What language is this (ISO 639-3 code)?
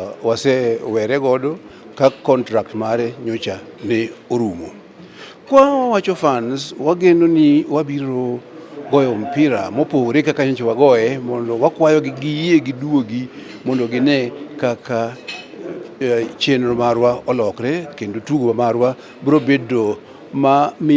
luo